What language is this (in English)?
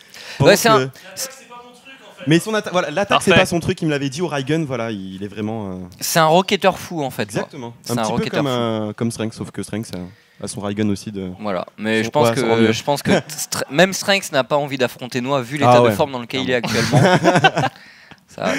French